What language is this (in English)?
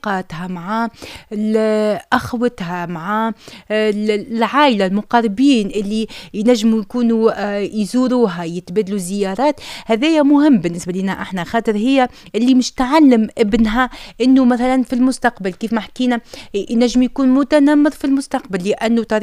Tunisian Arabic